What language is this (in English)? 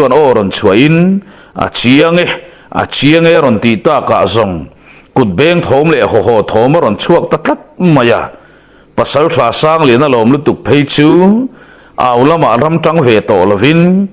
Mizo